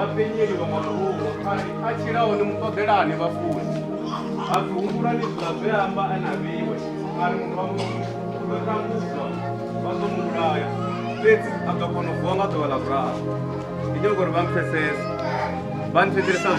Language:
Venda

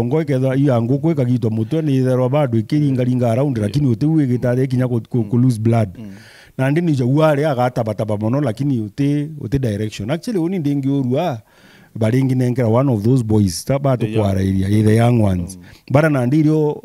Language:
Meru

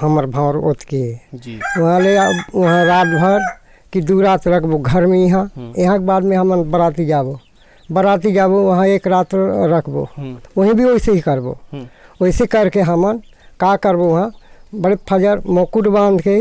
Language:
Chhattisgarhi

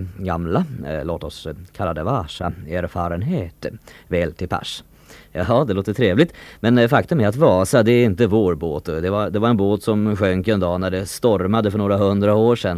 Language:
Swedish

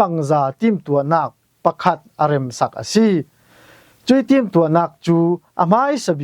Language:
Falam Chin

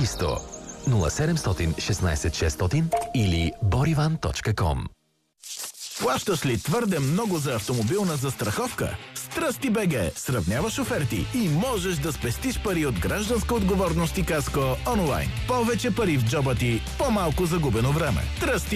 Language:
Bulgarian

